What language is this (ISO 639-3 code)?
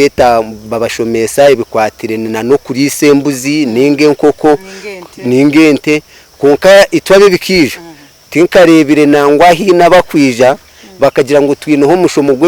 nyn